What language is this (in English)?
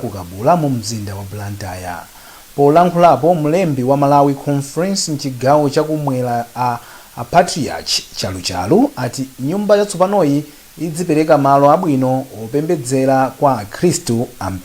Nyanja